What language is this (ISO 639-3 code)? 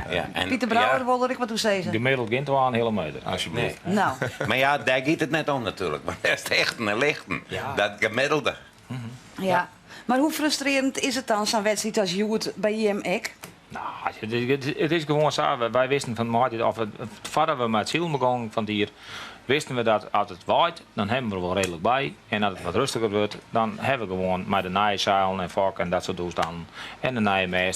fry